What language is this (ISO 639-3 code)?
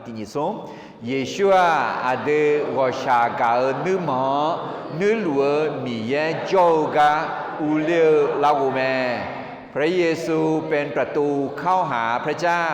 ahk